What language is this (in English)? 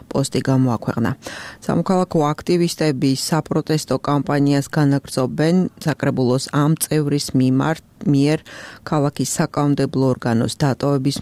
Georgian